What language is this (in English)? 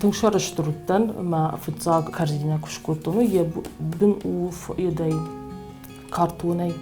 Ossetic